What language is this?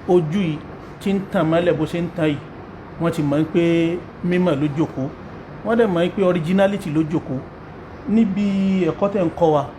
Yoruba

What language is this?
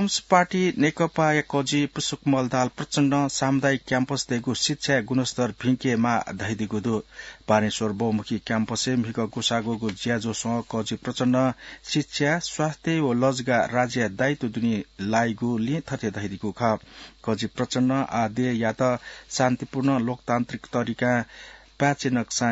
Newari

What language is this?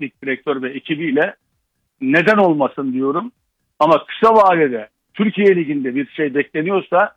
Turkish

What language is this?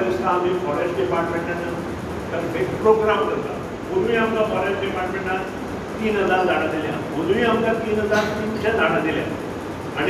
Konkani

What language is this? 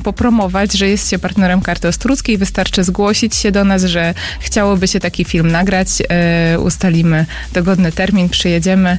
Polish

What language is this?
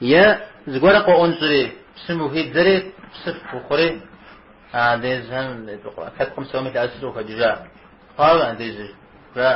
Kabardian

